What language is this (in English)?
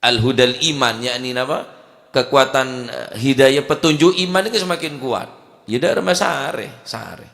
Madurese